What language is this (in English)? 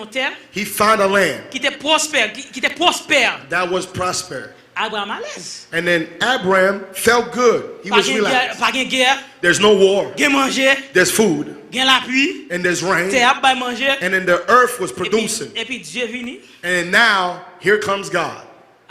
Haitian Creole